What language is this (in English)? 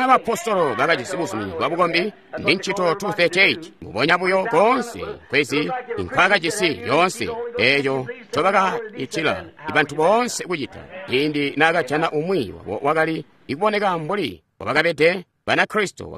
Tonga (Zambia)